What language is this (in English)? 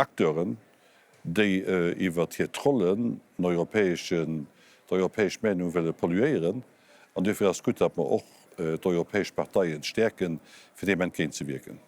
Luxembourgish